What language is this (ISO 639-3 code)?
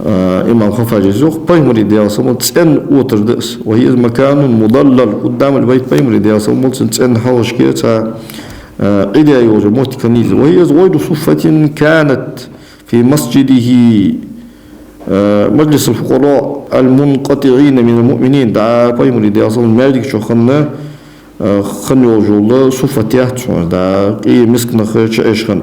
inh